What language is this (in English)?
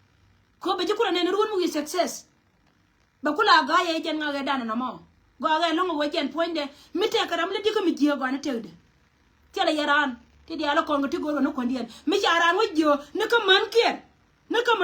Nuer